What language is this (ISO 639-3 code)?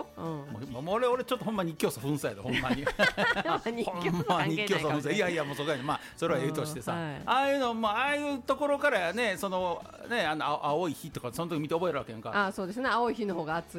jpn